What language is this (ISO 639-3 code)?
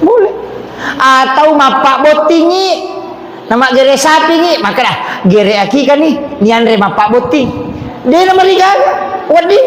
bug